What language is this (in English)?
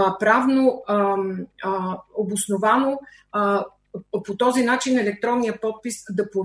Bulgarian